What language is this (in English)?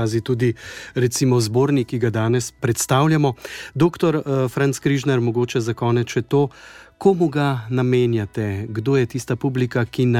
Slovenian